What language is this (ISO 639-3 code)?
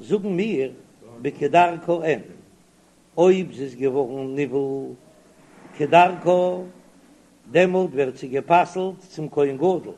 yid